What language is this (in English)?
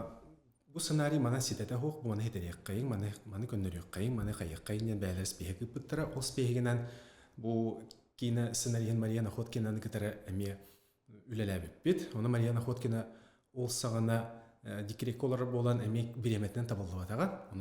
Yakut